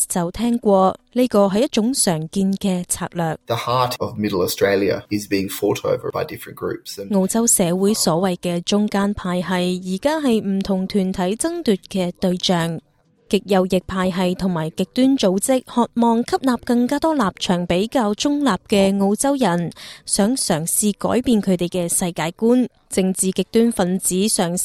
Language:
Cantonese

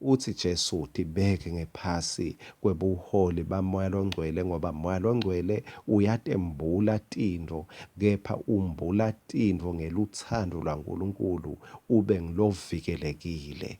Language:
Swati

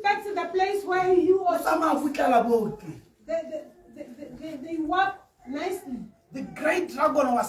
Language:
Tswana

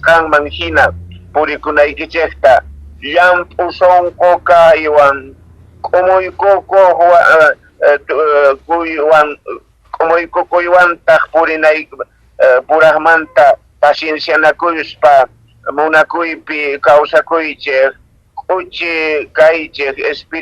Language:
Quechua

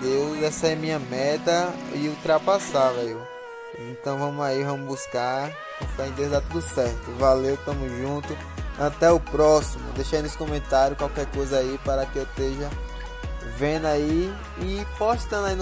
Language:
Portuguese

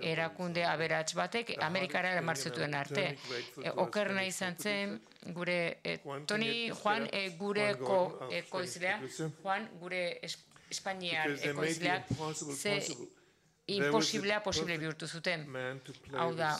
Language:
Basque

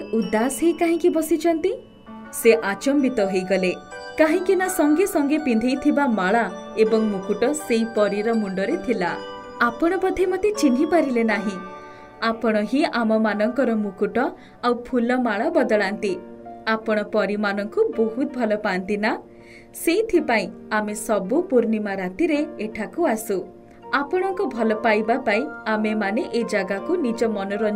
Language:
Odia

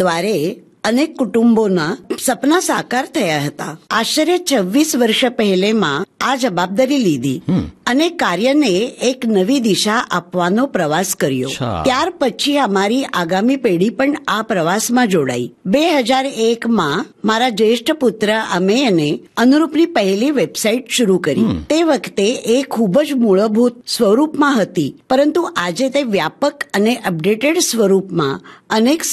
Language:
Gujarati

